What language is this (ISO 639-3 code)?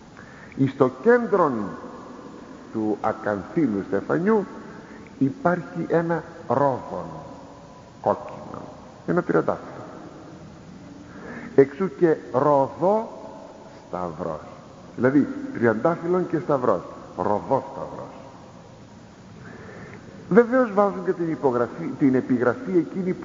ell